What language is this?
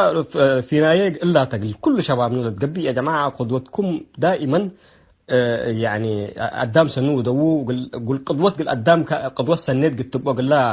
Tigre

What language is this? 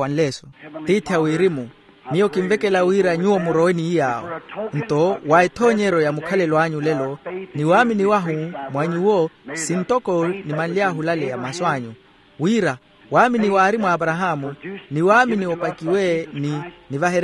Makhuwa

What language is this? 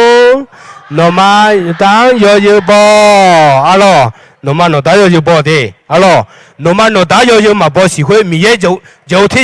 Akha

